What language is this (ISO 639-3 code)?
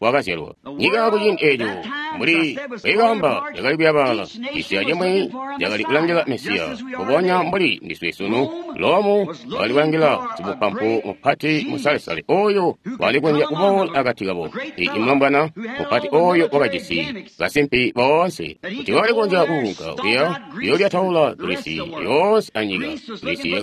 toi